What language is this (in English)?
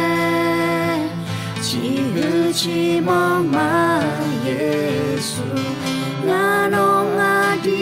Akha